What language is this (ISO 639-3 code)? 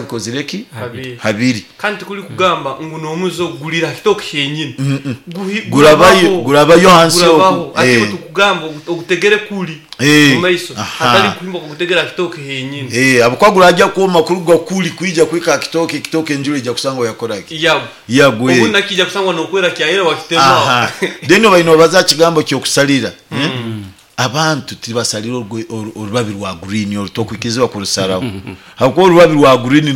nyo